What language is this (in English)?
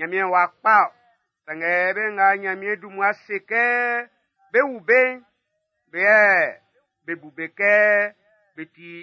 Baoulé